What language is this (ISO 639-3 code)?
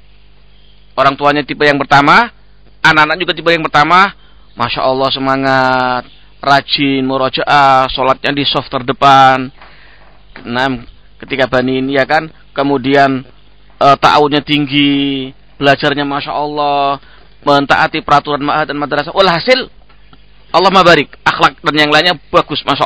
ind